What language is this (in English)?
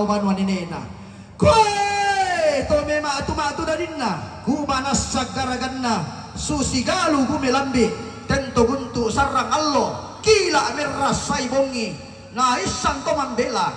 Toraja-Sa'dan